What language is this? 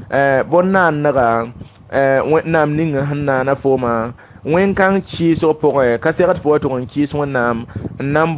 Mossi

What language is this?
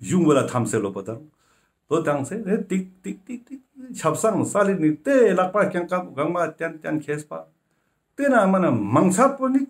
Ladakhi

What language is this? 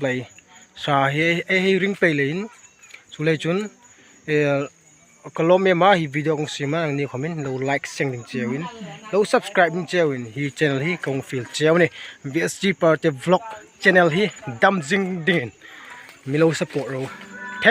Hmar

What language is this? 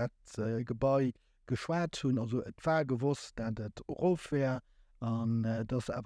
Luxembourgish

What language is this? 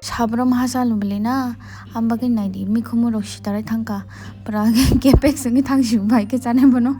Kok Borok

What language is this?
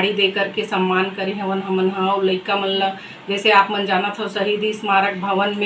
Chhattisgarhi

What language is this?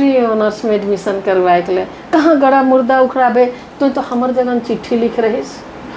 Sadri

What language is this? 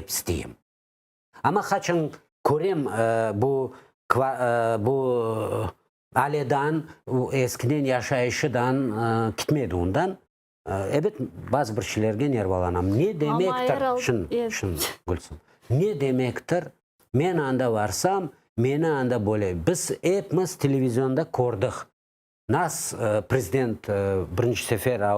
Crimean Tatar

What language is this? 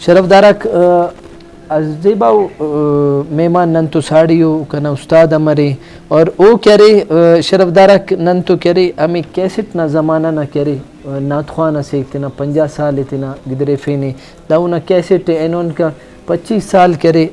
Brahui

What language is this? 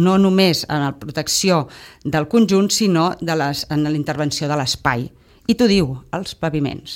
Catalan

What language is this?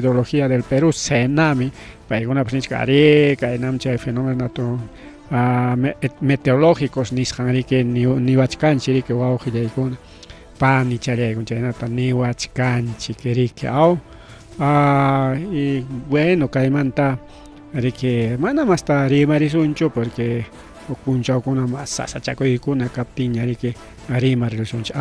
Ayacucho Quechua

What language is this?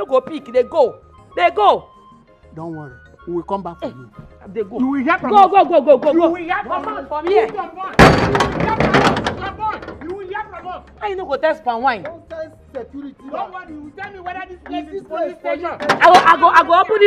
Nigerian Pidgin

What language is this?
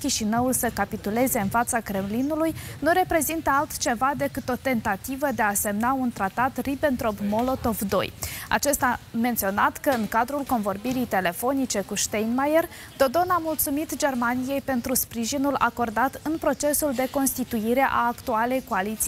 Romanian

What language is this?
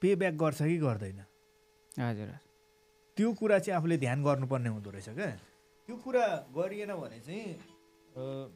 Nepali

